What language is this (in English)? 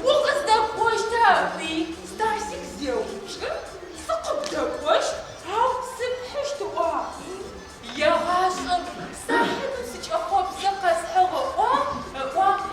Adyghe